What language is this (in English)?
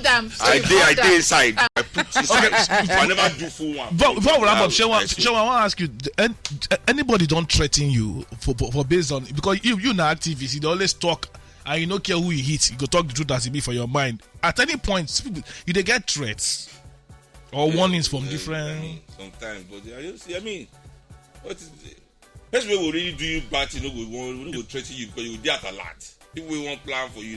Nigerian Pidgin